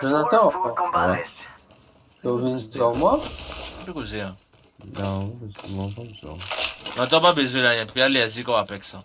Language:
Morisyen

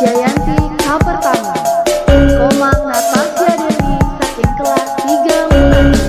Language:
Balinese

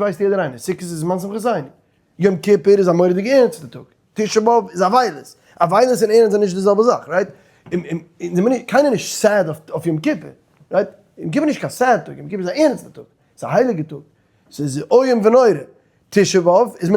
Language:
Yiddish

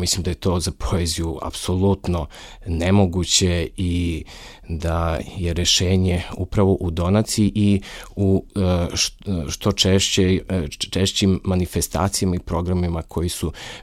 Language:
Serbian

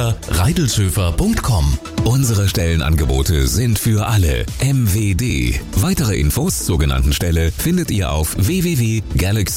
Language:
German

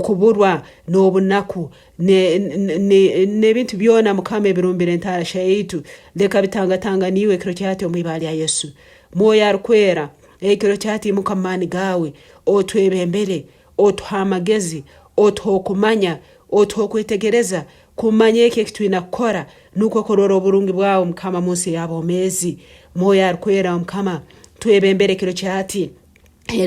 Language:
Nyankole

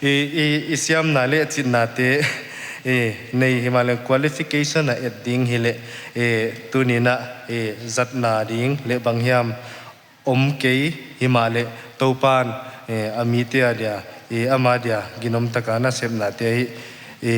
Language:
Paite Chin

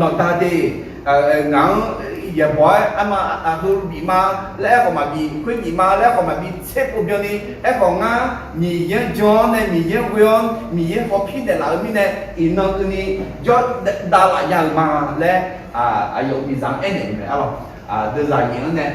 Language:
Akha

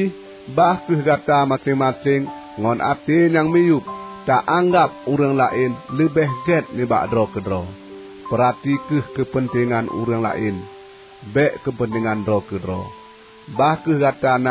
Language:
Achinese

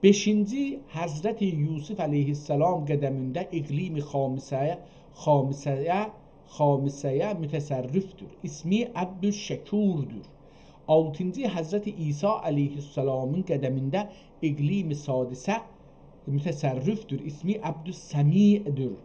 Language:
South Azerbaijani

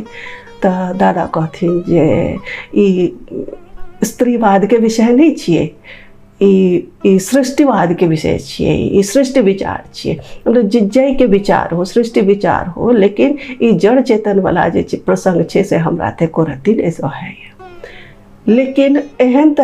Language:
Maithili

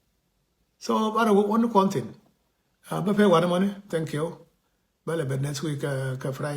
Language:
Nuer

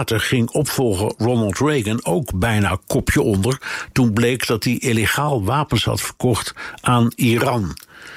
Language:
Dutch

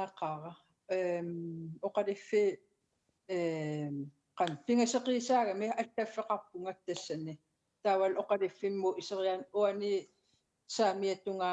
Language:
Kalaallisut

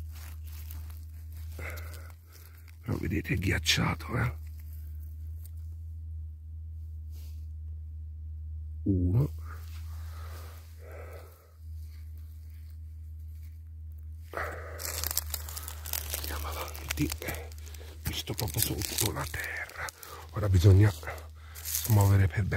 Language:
Italian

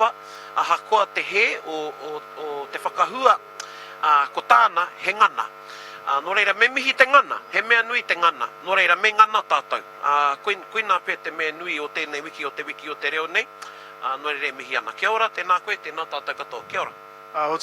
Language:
Māori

